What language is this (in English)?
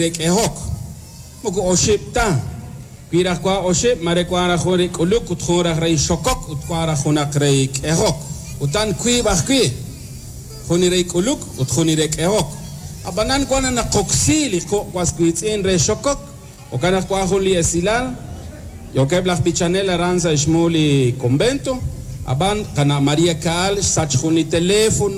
Kekchí